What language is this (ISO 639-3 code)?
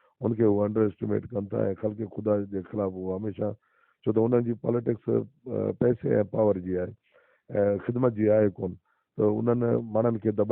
snd